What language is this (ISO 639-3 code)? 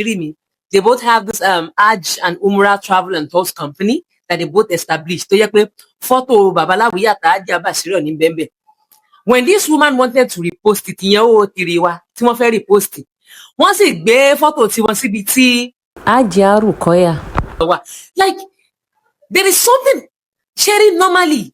yor